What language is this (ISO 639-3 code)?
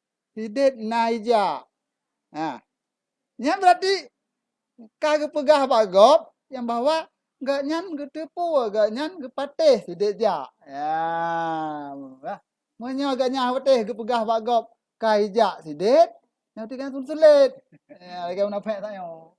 ace